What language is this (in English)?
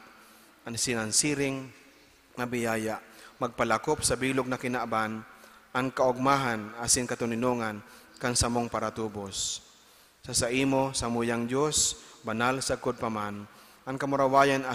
Bikol